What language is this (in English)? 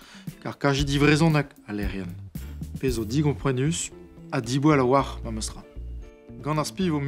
Breton